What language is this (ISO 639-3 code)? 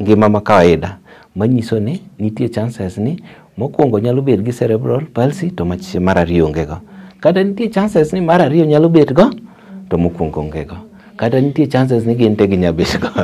luo